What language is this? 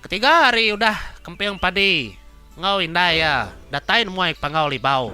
Iban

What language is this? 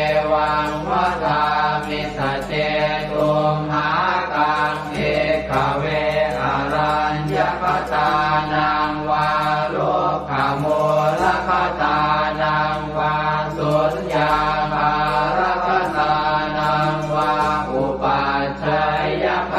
Pali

